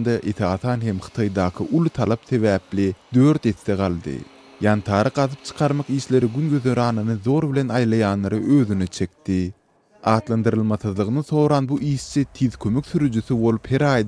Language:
Turkmen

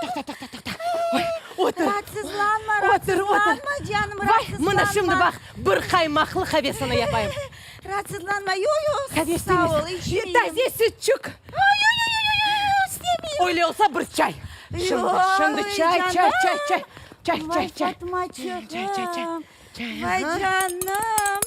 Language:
Crimean Tatar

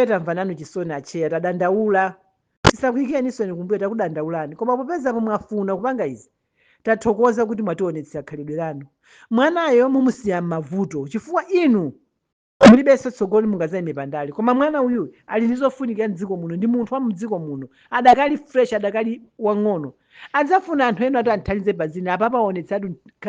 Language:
Nyanja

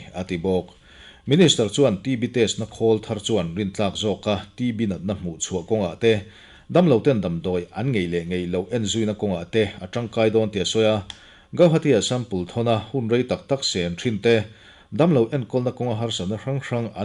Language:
Mizo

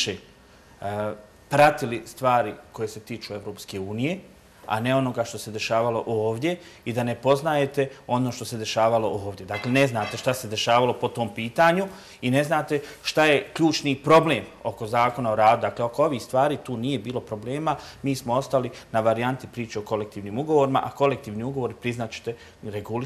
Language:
Bosnian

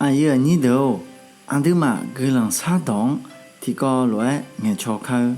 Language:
Akha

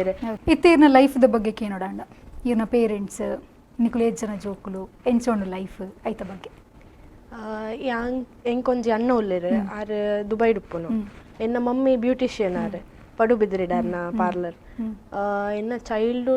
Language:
Tulu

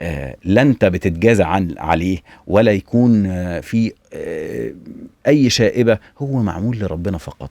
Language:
Egyptian Arabic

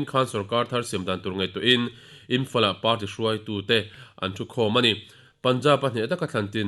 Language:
Mizo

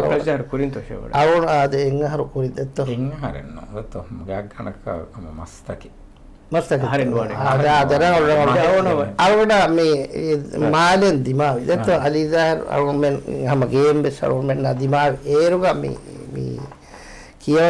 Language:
Divehi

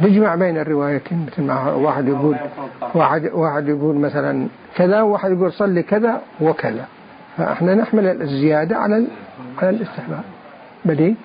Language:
Mesopotamian Arabic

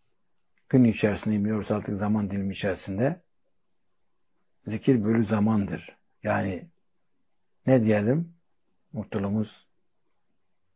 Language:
Turkish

